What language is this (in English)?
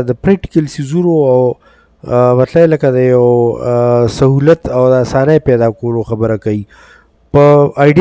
Pashto